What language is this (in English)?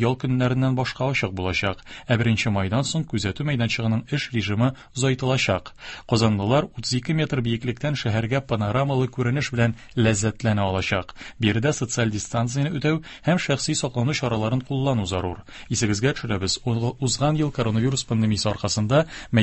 Tatar